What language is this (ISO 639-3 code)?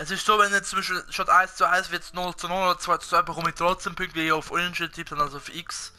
gsw